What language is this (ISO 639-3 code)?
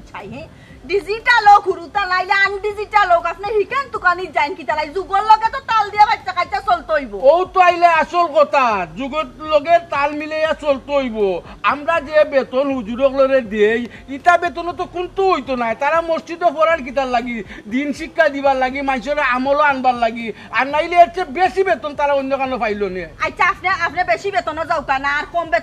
syl